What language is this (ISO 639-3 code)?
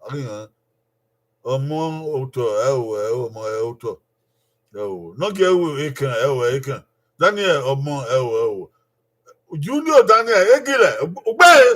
bin